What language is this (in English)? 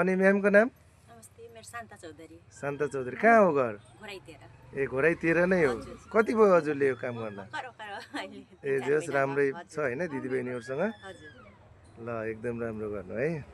Nepali